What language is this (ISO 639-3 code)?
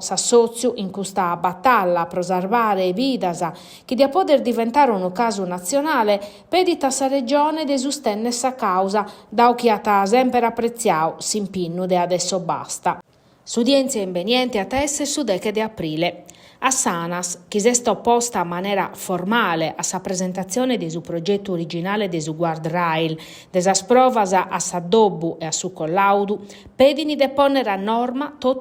srd